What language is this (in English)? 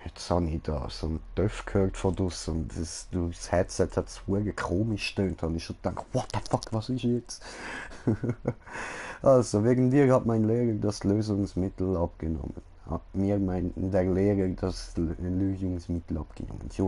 Swiss German